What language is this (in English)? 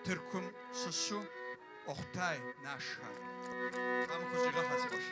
Kabardian